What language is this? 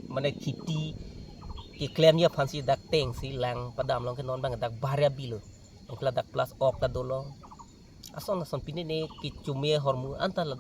Karbi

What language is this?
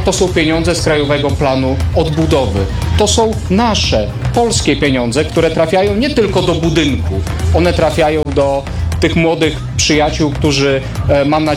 Polish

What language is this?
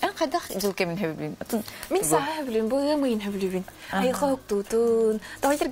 Yakut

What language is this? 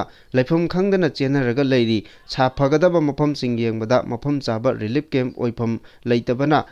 Manipuri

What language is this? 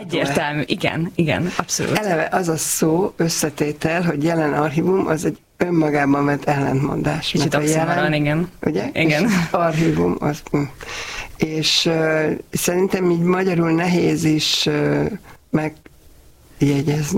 Hungarian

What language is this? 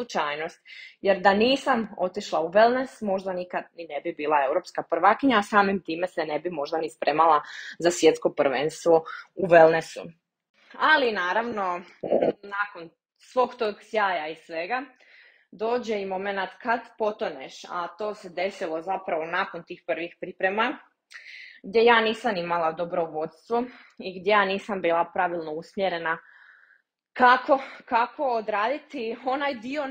Croatian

